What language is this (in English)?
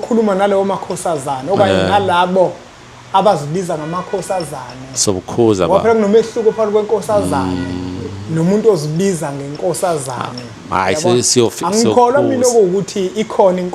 Zulu